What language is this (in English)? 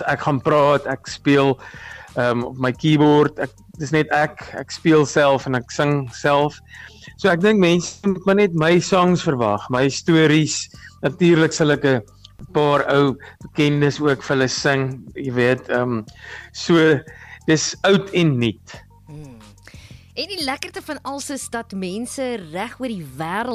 Afrikaans